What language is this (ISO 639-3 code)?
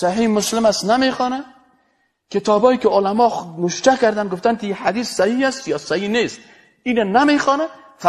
fas